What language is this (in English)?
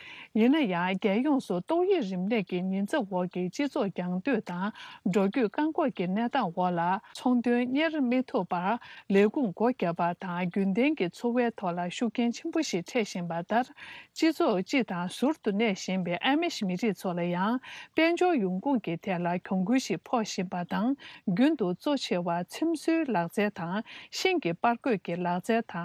Tibetan